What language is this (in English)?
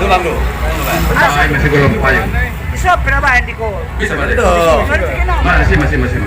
Batak Angkola